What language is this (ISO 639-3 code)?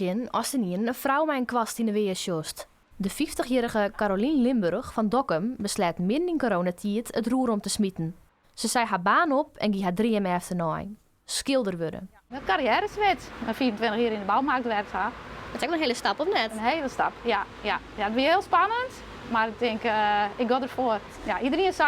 fry